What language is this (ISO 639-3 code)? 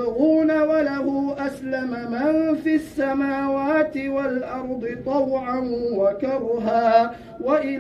ara